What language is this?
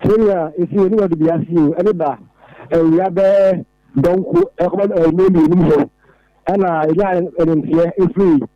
Akan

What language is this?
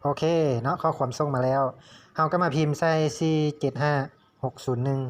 Lao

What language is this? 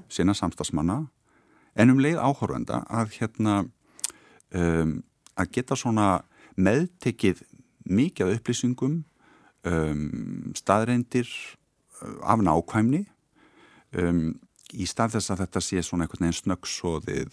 Icelandic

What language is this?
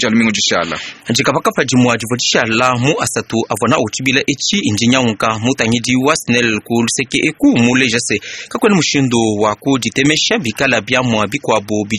Luba-Lulua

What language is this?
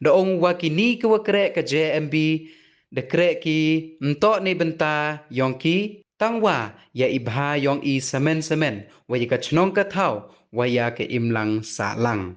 Pnar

